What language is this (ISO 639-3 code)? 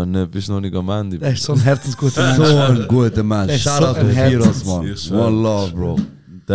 gsw